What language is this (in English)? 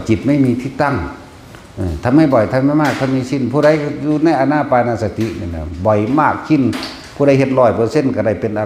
Northeastern Thai